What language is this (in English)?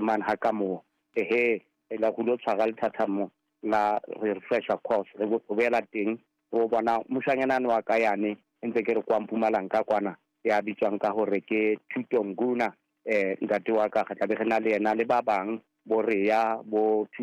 Southern Sotho